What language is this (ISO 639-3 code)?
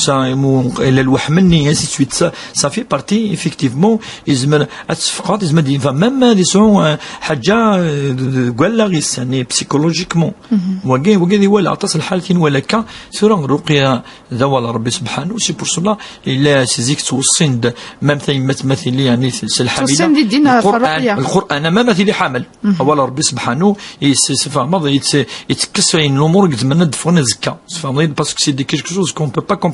kab